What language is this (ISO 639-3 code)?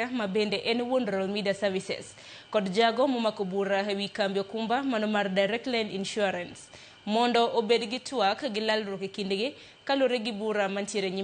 luo